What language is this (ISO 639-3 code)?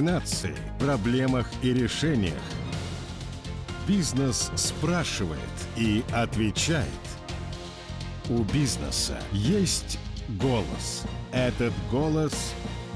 rus